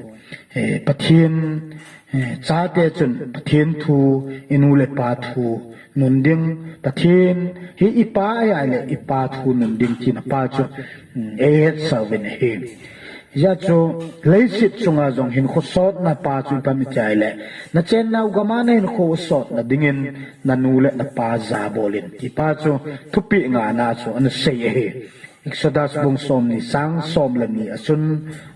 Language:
Thado Chin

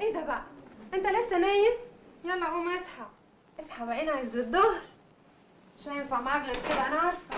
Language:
Egyptian Arabic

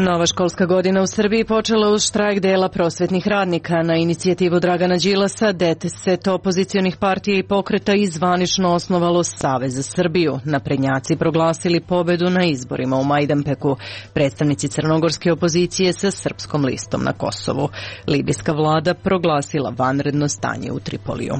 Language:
Serbian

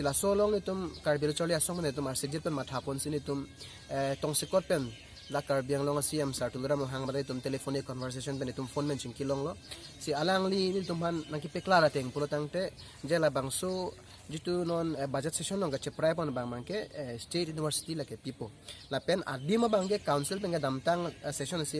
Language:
Karbi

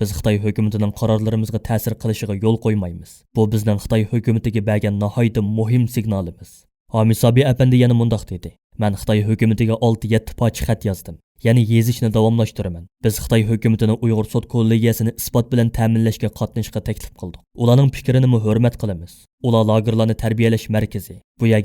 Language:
Uyghur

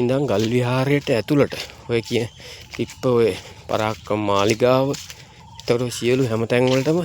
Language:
Sinhala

